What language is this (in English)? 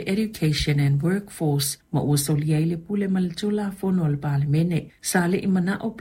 Samoan